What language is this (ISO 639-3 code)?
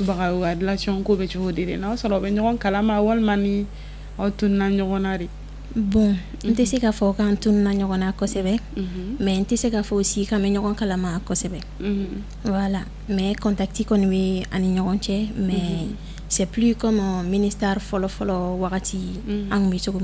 bam